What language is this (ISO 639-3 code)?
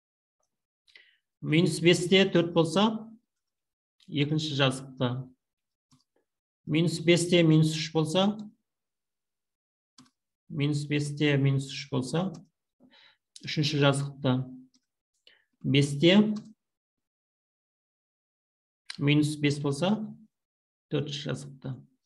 kaz